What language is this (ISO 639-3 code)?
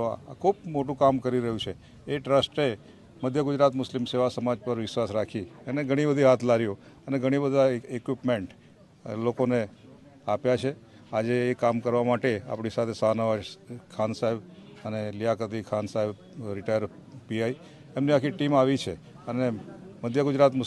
guj